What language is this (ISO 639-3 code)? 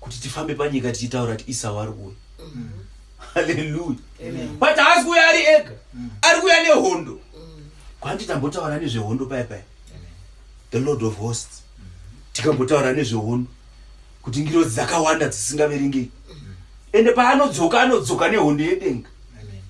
sna